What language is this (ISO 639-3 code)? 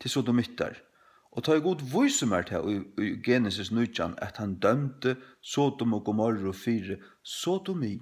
fao